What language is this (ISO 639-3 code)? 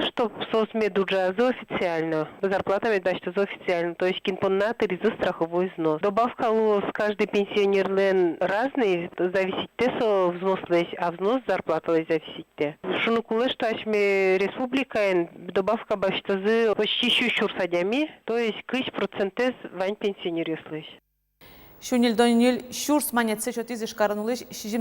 udm